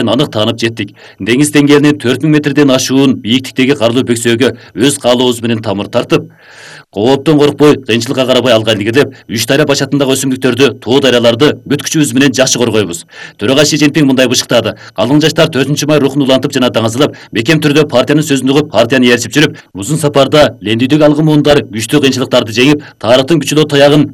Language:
Kyrgyz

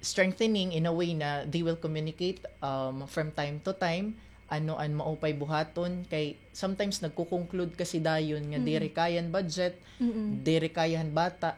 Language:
Waray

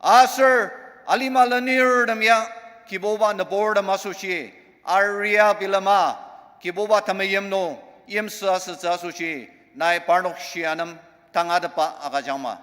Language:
Ao Naga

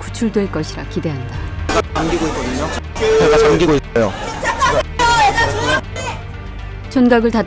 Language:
Korean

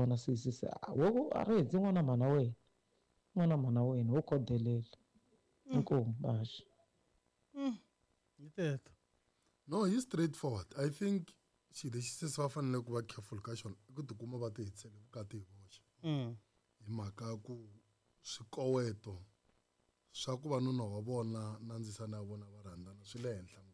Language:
Tsonga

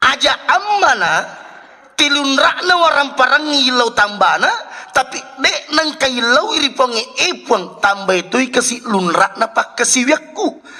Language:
Buginese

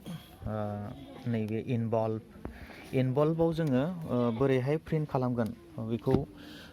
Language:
Bodo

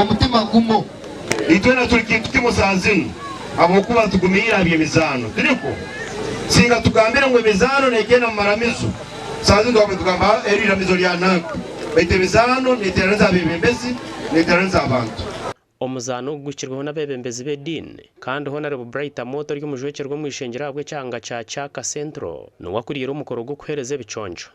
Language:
Nyankole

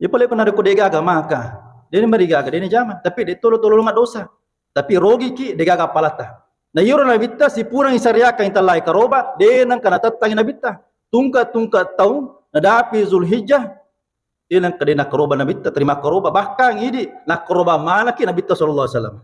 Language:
Buginese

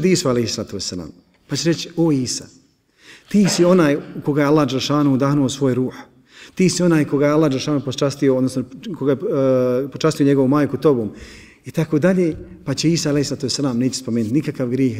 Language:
Bosnian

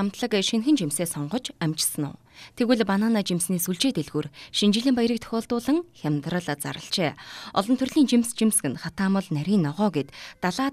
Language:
Mongolian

